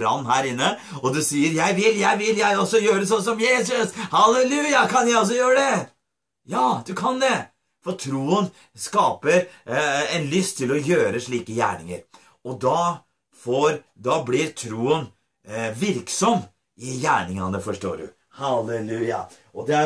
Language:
Norwegian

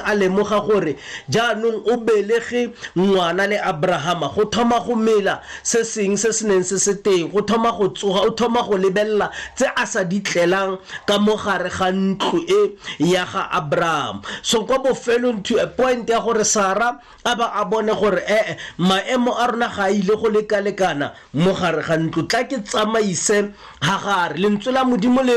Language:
Tswana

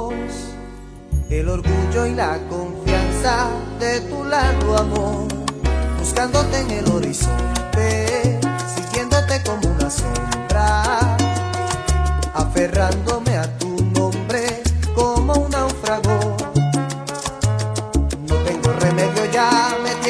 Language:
Spanish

